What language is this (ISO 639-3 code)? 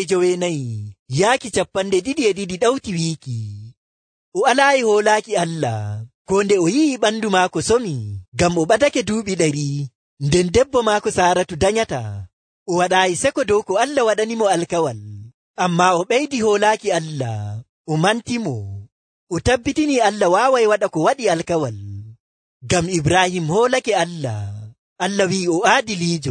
fuv